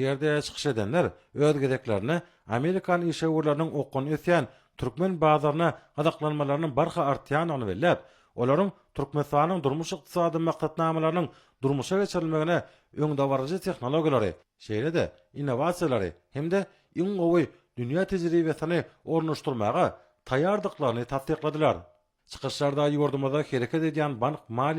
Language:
Turkmen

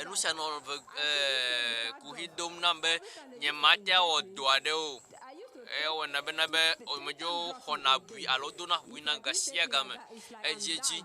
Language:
Ewe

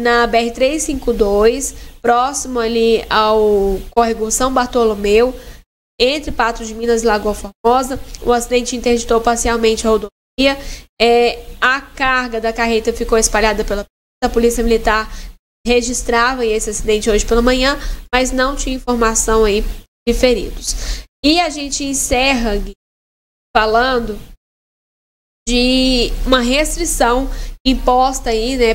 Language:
Portuguese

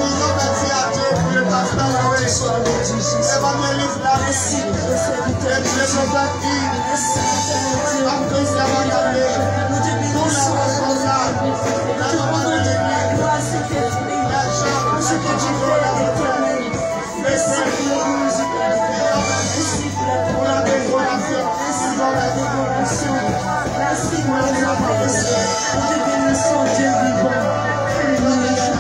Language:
French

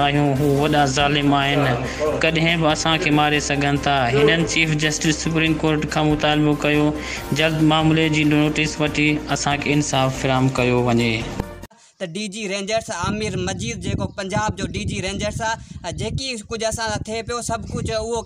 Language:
Sindhi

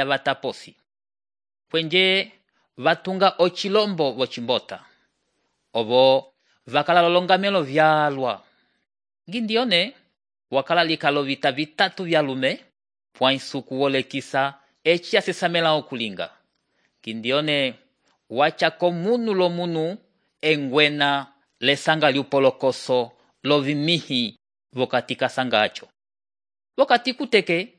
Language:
Umbundu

